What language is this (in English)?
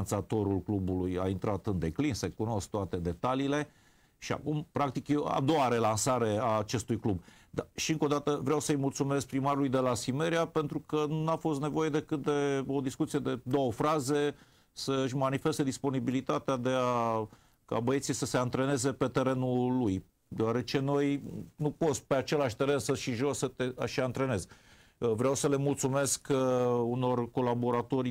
Romanian